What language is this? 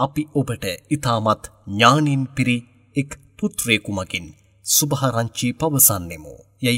Sinhala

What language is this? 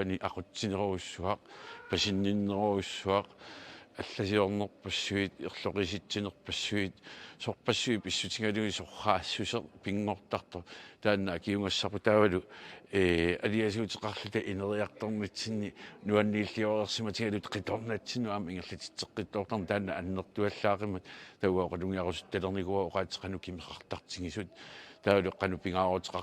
Kalaallisut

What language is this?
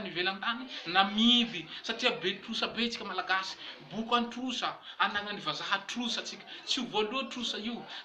Malagasy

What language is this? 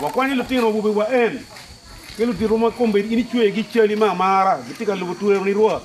Acoli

